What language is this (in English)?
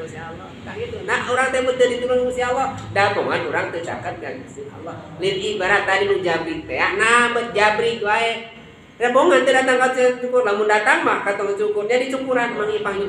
Sundanese